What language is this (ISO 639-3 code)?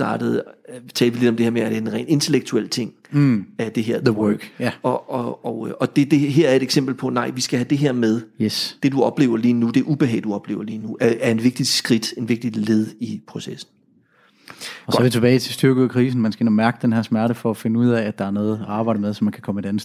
dan